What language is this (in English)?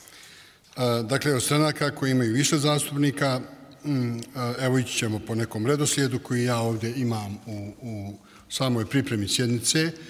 Bosnian